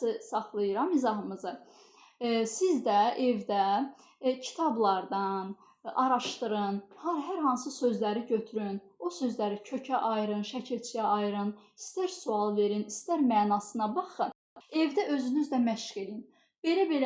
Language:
Azerbaijani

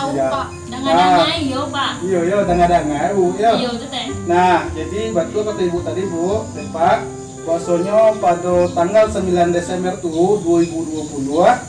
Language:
Minangkabau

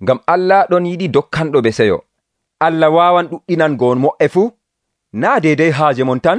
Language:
Nigerian Fulfulde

